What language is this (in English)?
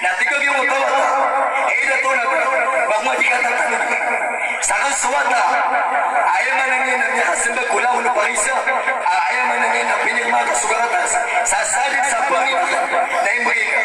Maranao